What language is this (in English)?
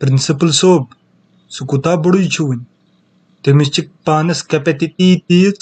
Kashmiri